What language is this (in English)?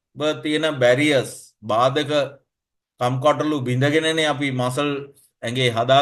Sinhala